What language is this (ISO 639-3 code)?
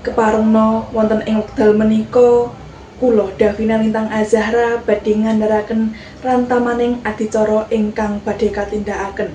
jav